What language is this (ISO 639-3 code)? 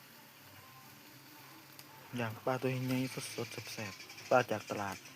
lao